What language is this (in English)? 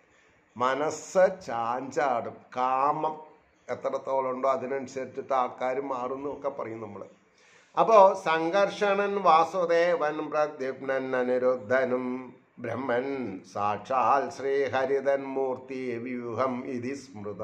Malayalam